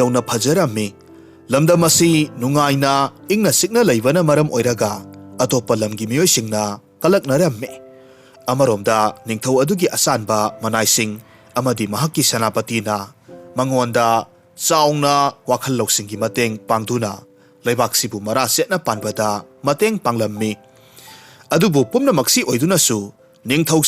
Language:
Manipuri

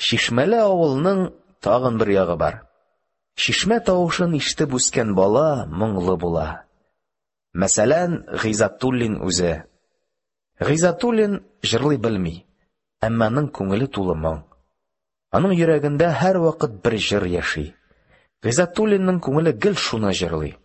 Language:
Tatar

